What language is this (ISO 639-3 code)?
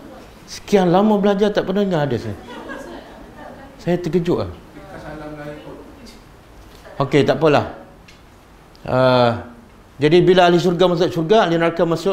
msa